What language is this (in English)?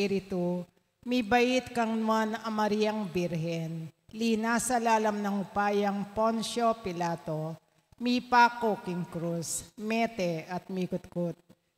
Pampanga